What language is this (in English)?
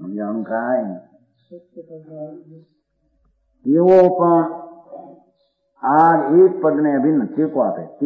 Gujarati